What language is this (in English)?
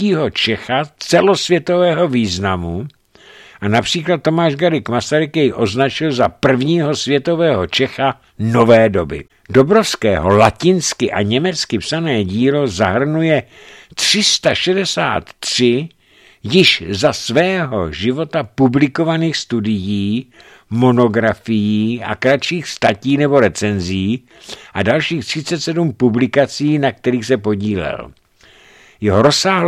Czech